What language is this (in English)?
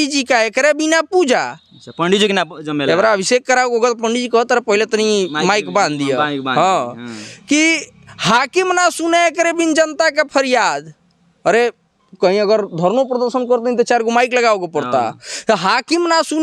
Bhojpuri